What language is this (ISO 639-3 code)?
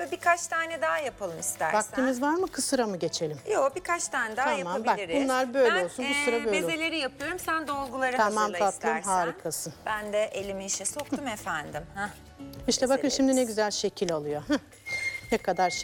tur